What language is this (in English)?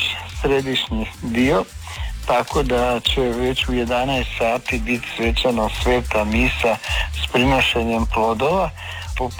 Croatian